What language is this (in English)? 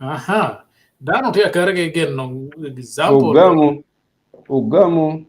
Acoli